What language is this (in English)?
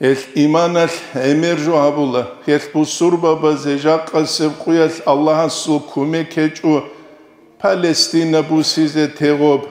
Avaric